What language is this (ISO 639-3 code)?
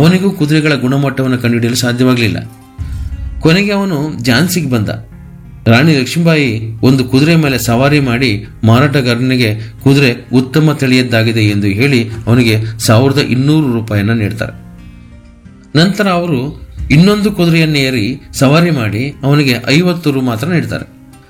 kan